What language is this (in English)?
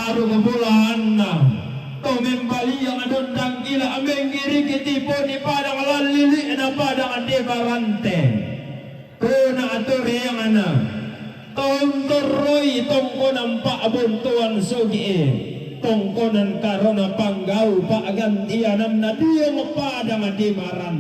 Toraja-Sa'dan